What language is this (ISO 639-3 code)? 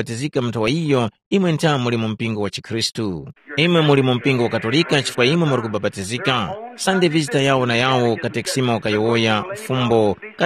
tum